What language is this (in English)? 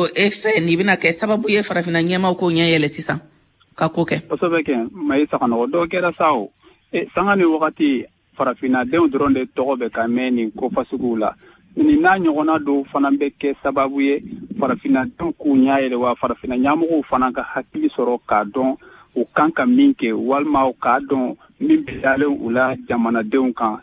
Bambara